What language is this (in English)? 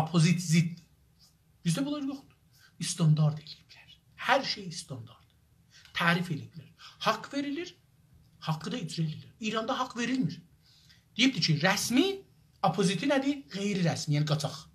South Azerbaijani